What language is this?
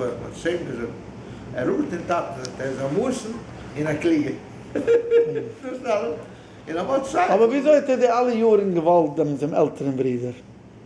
Yiddish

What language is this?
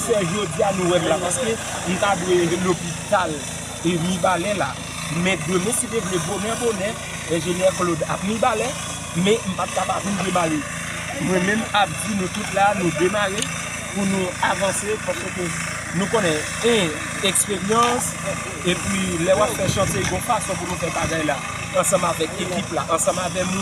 Haitian Creole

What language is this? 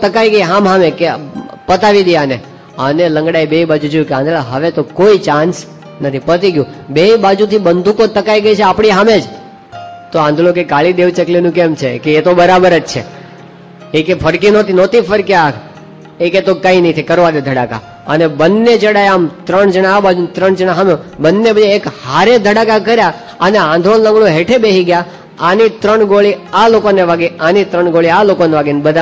Gujarati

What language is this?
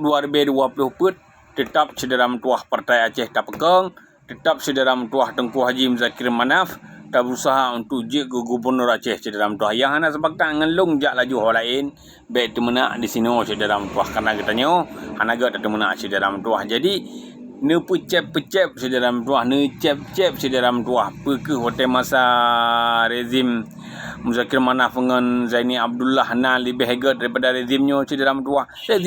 Achinese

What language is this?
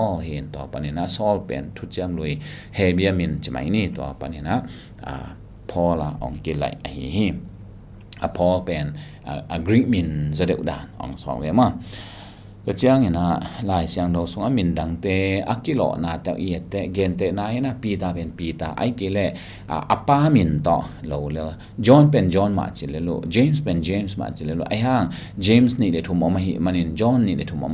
Tedim Chin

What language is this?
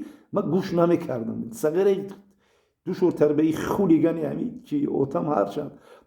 Tajik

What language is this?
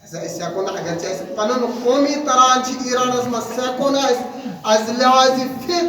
Kashmiri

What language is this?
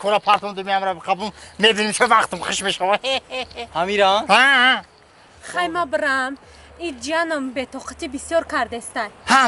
Tajik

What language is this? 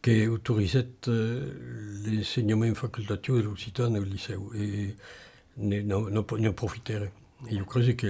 Occitan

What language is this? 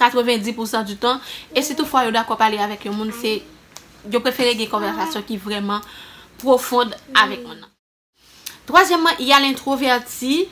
Haitian Creole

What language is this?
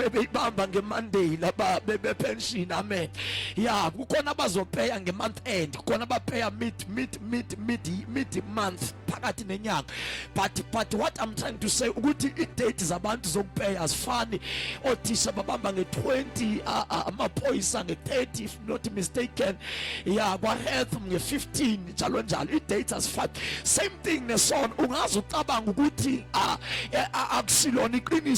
Zulu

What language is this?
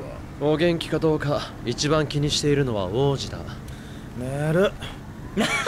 Japanese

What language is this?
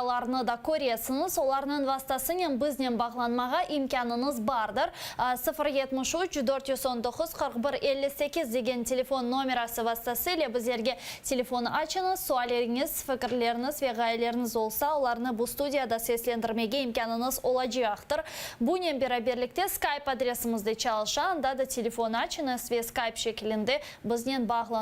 Crimean Tatar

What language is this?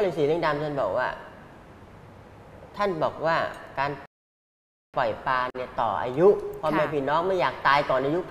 Thai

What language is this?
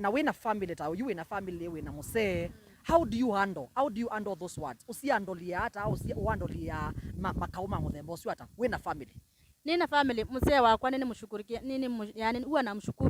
Kamba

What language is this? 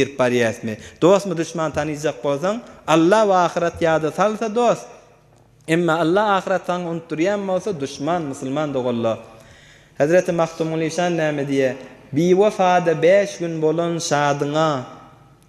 Turkmen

